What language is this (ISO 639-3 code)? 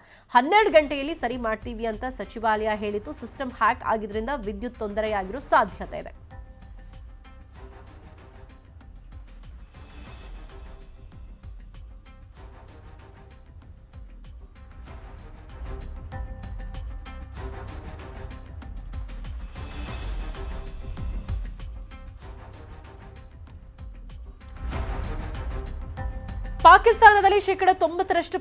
kan